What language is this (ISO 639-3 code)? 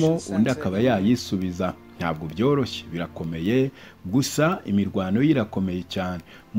kin